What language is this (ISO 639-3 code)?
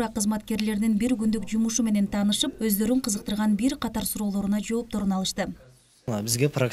kir